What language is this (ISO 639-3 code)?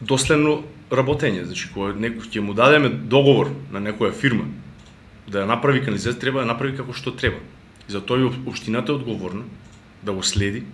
mkd